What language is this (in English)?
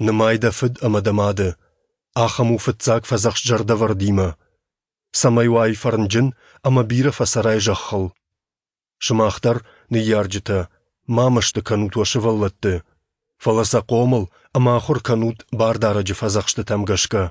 Ossetic